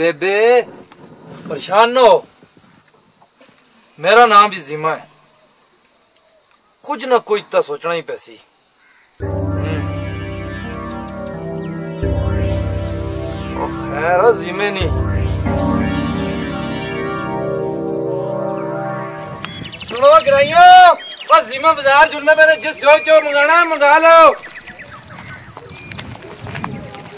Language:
Hindi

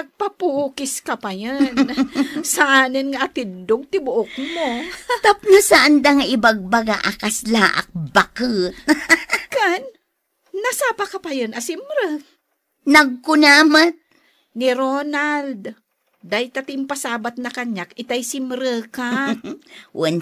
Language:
Iloko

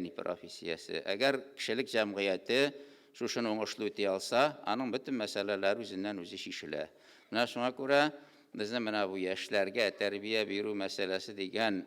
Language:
Tatar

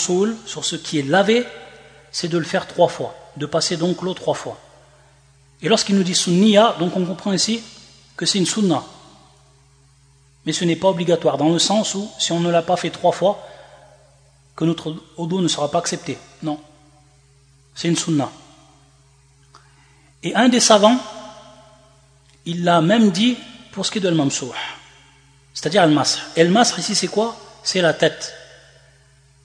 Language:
French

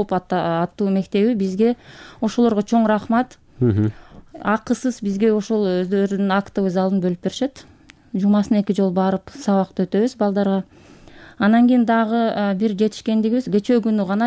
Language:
Kyrgyz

